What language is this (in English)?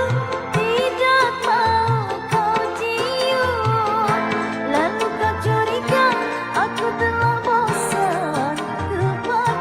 Banjar